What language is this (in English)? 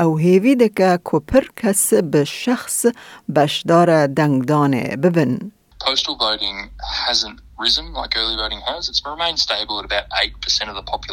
Kurdish